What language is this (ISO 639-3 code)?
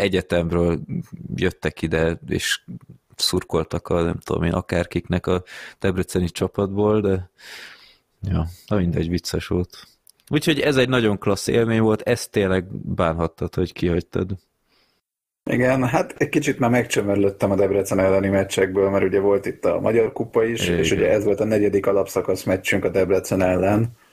hun